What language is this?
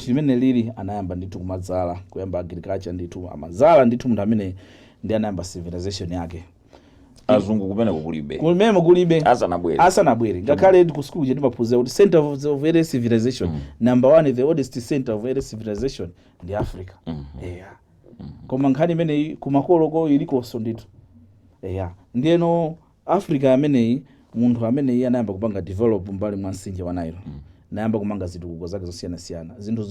Nyanja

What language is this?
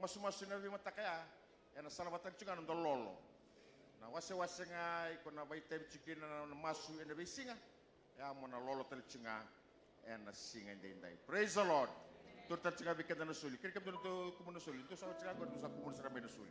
Fijian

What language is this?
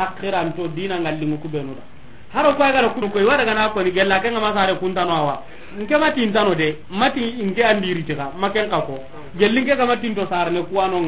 Soninke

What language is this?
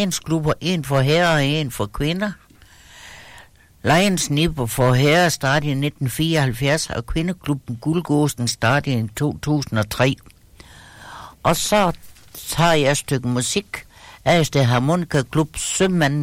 Danish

